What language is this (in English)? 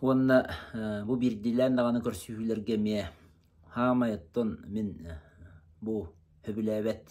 Yakut